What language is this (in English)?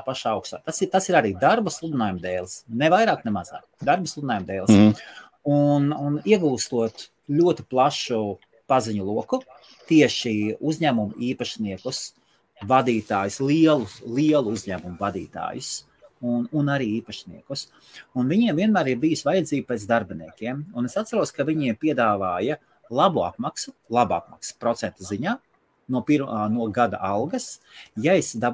Latvian